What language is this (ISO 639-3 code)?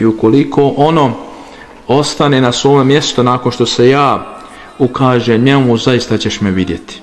bos